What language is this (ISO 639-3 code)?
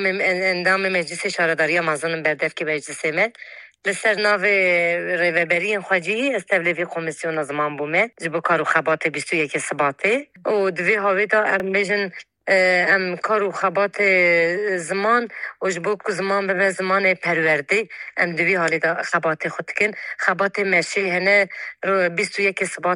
kur